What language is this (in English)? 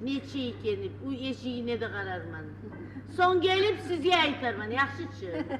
Kumyk